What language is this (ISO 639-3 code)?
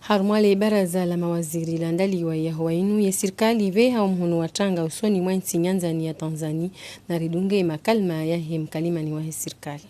zdj